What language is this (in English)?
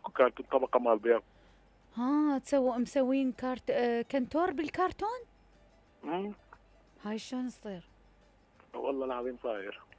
Mesopotamian Arabic